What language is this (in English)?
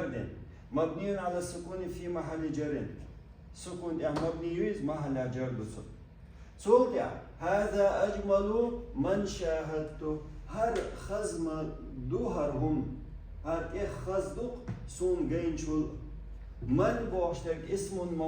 Chechen